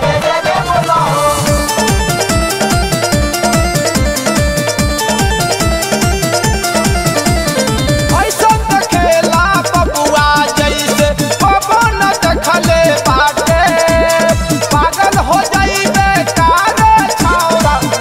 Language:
Bhojpuri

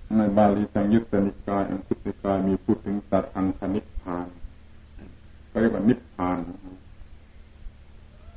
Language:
Thai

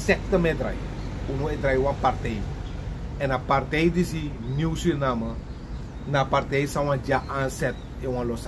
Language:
Sranan Tongo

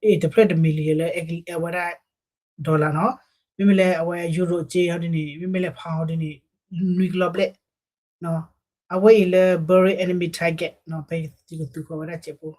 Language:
S'gaw Karen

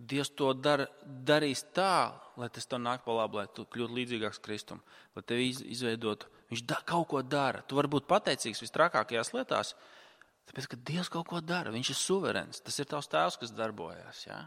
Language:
Latvian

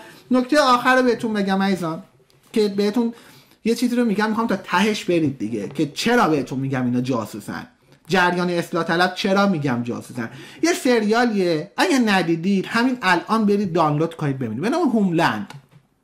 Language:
Persian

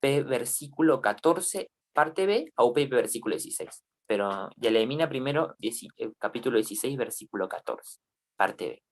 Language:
Guarani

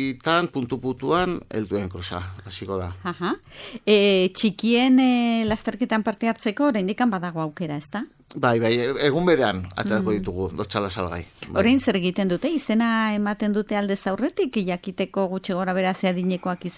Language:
Basque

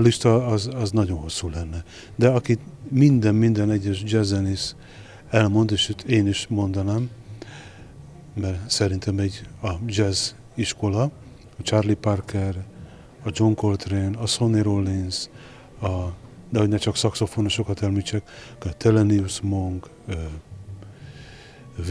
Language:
Hungarian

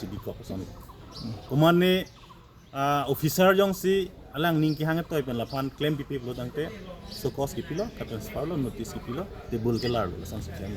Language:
Karbi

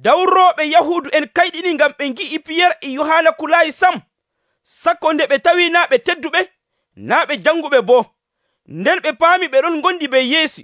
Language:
Nigerian Fulfulde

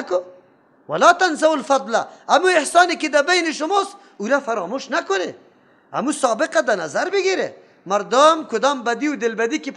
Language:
Persian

